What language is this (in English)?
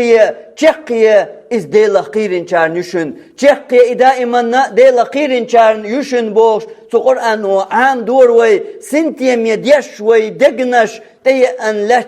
Chechen